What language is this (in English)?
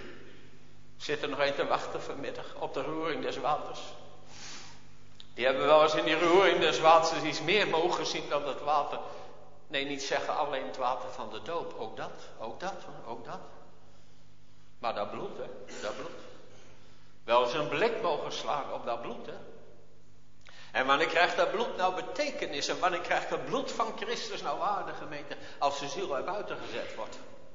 Dutch